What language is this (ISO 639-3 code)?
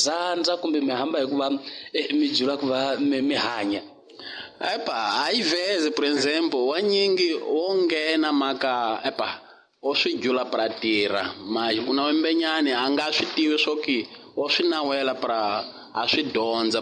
tso